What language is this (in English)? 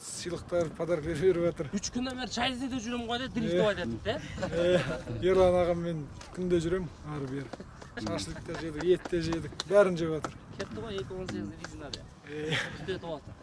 Kyrgyz